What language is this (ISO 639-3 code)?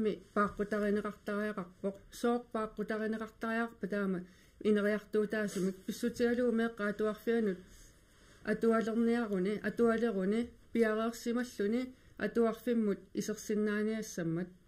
kal